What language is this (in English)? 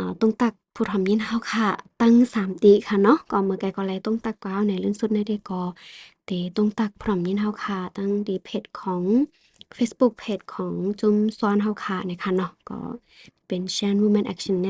Shan